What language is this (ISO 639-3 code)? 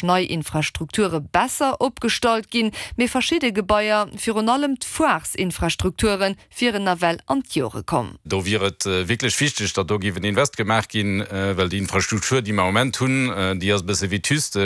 ltz